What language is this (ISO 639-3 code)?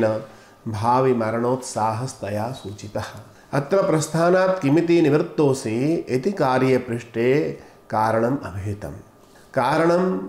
san